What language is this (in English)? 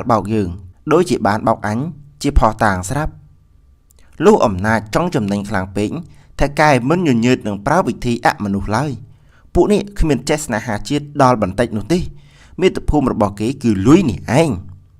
Khmer